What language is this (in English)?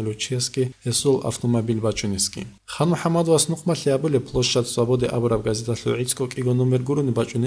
Avaric